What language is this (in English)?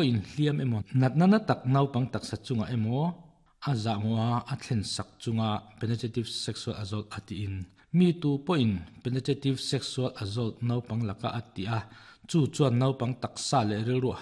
Mizo